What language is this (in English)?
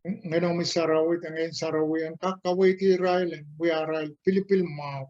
Pohnpeian